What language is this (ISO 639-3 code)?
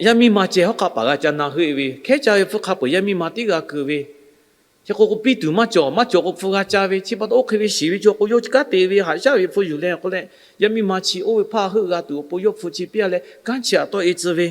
lhu